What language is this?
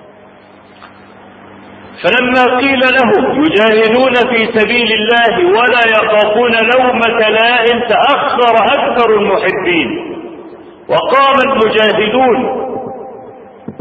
Arabic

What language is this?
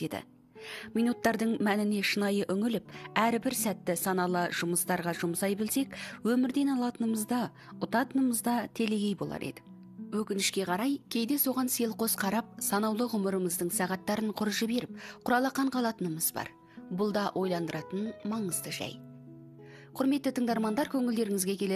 Kazakh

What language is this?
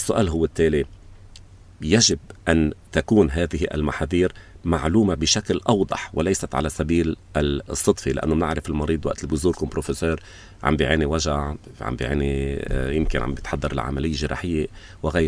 North Levantine Arabic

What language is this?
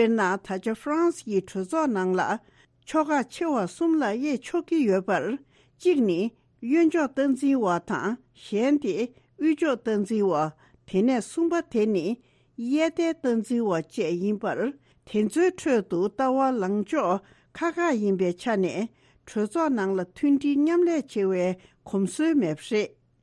Tibetan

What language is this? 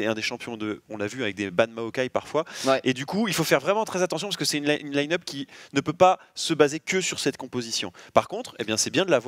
French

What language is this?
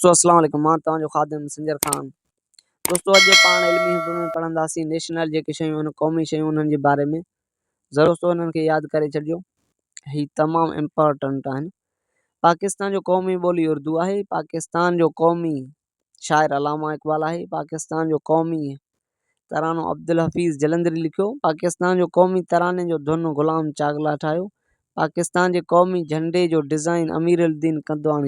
Sindhi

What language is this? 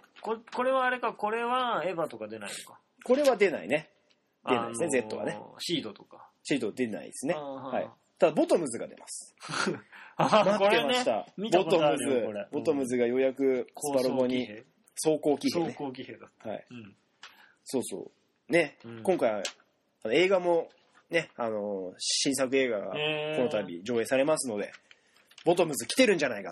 Japanese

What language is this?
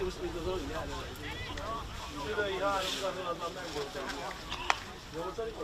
Hungarian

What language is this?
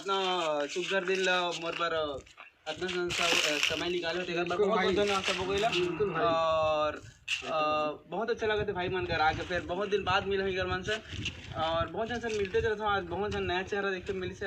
Chhattisgarhi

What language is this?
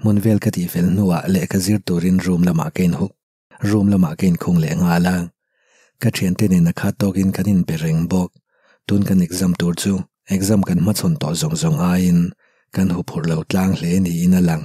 Mizo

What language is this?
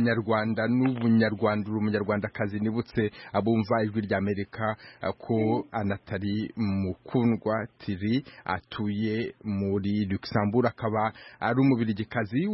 Kinyarwanda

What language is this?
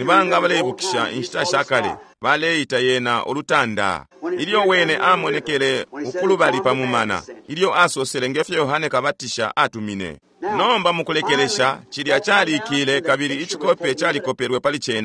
Bemba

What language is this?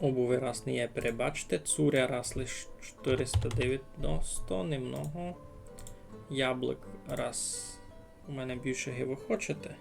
Rusyn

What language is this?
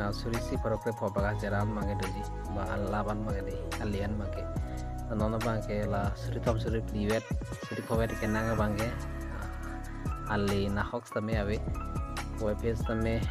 Karbi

